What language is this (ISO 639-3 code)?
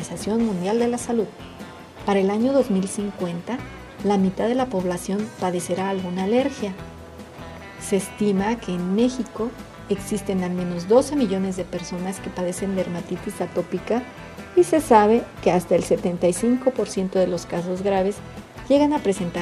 spa